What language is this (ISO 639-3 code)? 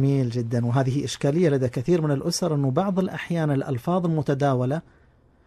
ars